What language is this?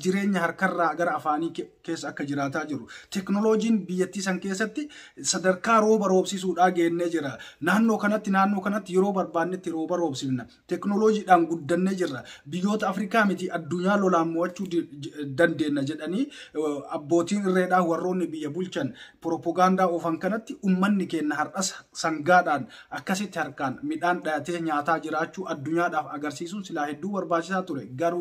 Oromo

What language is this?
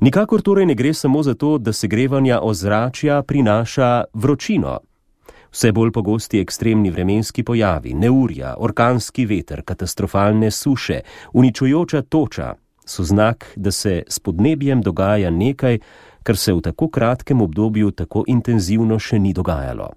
Slovenian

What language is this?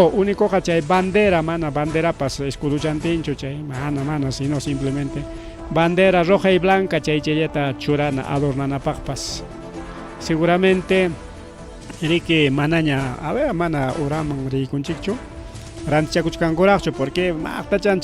Ayacucho Quechua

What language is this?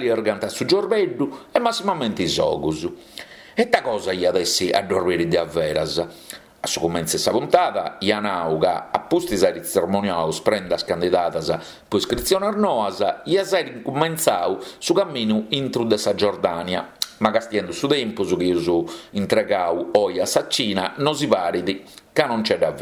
Sardinian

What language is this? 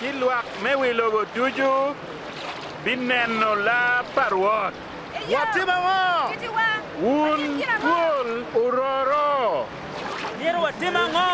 Acoli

